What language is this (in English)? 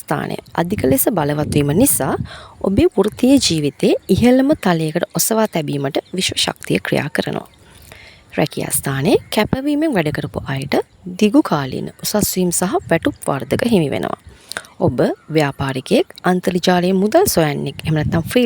Sinhala